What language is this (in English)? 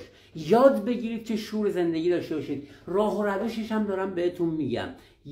Persian